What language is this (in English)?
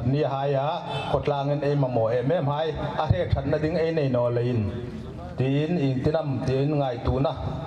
Hmar